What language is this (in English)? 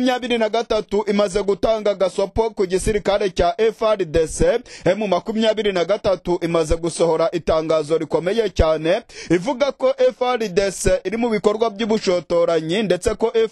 Kinyarwanda